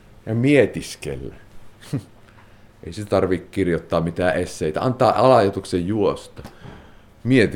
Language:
Finnish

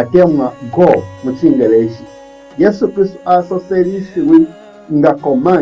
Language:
Bemba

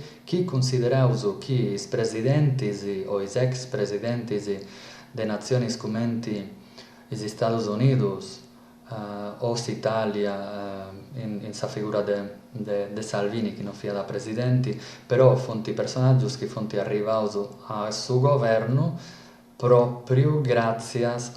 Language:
Sardinian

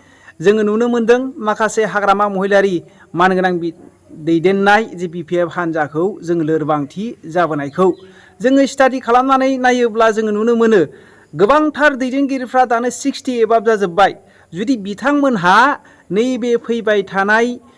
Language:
Bodo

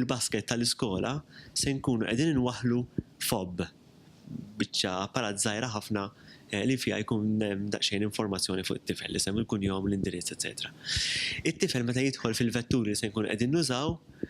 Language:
Maltese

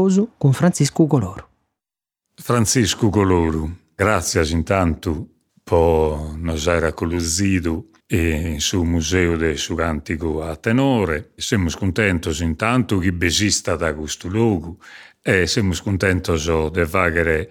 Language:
Sardinian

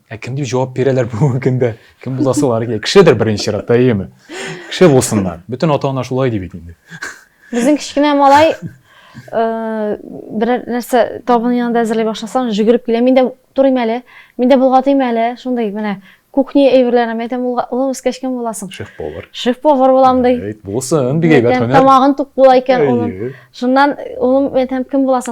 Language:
Tatar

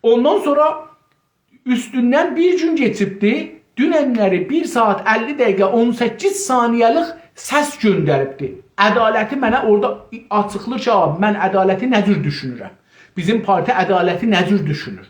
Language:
South Azerbaijani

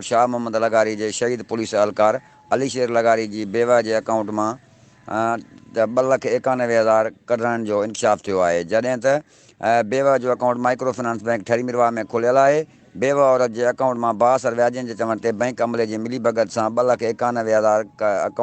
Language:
Sindhi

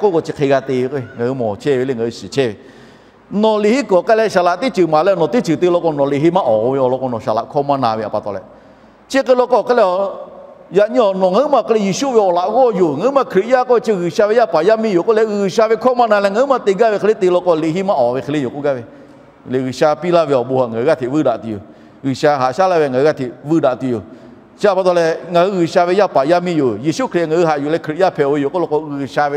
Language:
Lahu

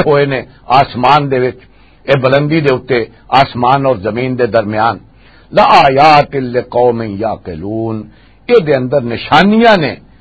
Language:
Western Panjabi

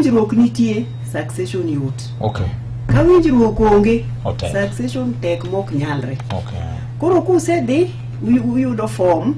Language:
Luo (Kenya and Tanzania)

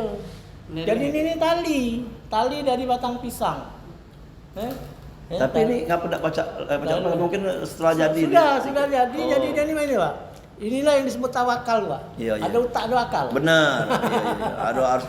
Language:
Musi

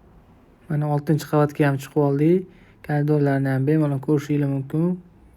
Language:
Uzbek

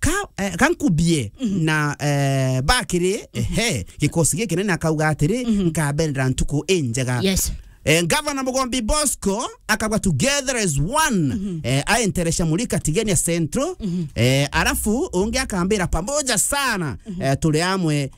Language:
Meru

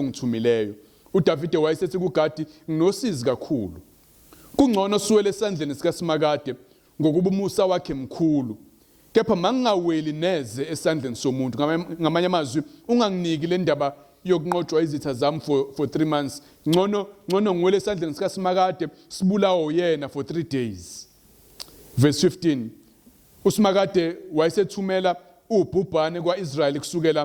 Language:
Zulu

